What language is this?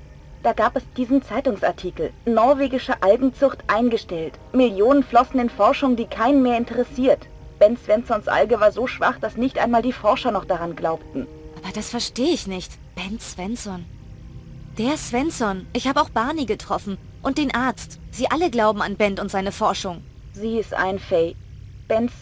Bavarian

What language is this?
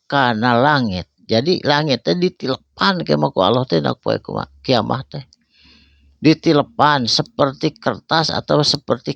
Sundanese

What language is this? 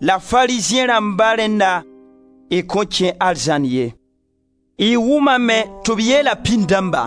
Mossi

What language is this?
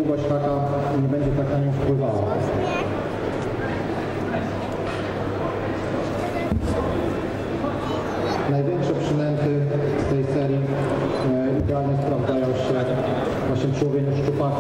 Polish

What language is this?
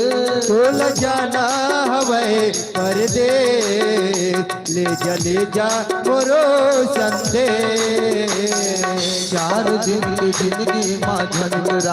Chhattisgarhi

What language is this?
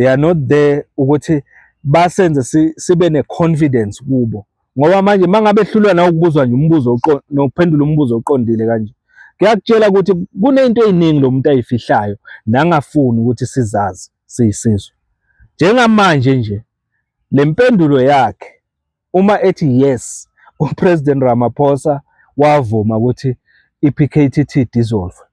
Zulu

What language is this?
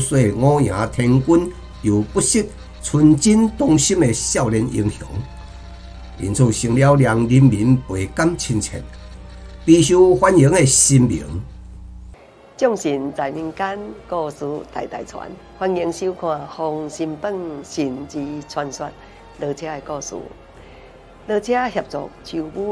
Chinese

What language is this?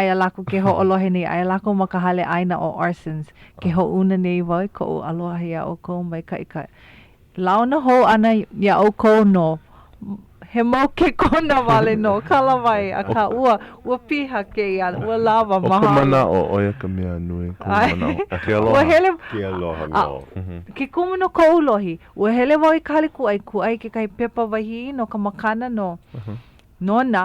Hawaiian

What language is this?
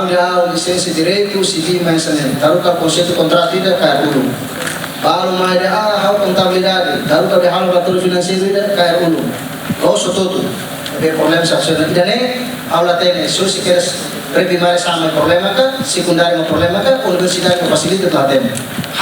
Tetum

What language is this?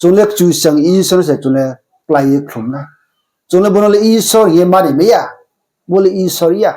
Riang (India)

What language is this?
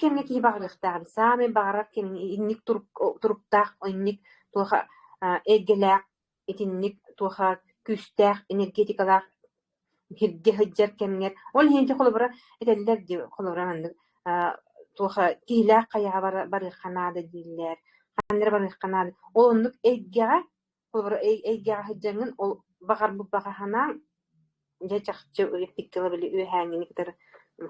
Yakut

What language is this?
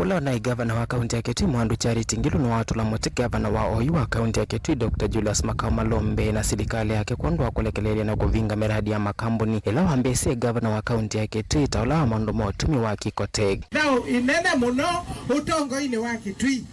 Kamba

